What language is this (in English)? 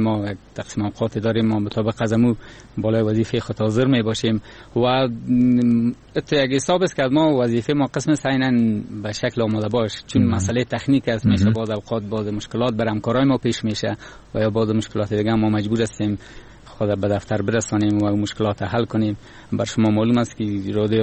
Persian